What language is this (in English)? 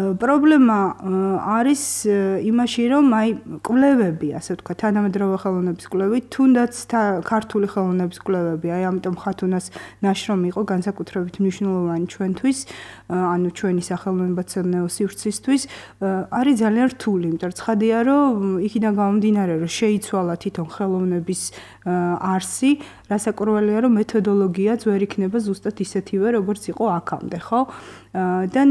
Georgian